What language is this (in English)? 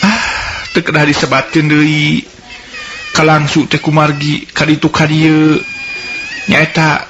Sundanese